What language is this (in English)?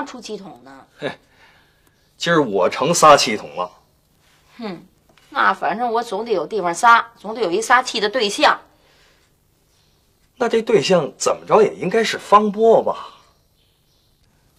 Chinese